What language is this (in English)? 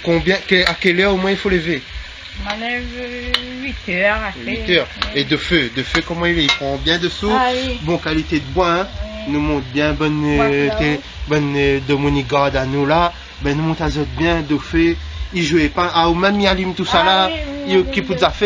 Réunion Creole French